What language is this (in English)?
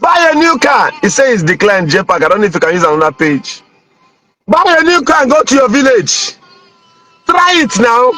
Igbo